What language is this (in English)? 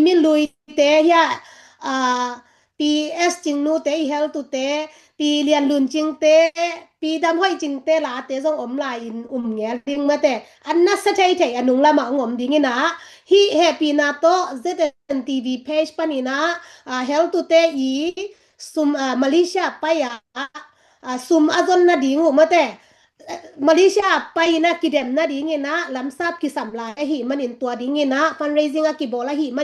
Tedim Chin